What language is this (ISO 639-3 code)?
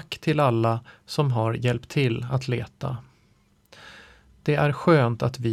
swe